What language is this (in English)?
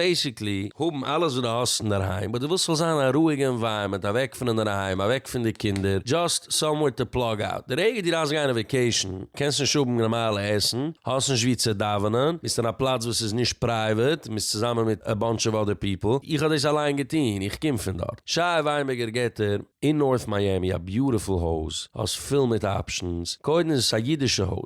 Yiddish